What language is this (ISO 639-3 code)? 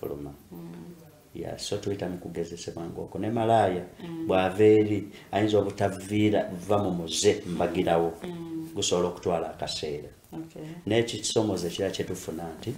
lug